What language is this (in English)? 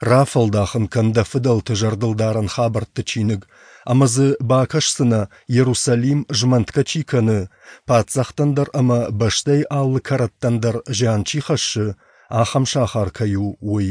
Ossetic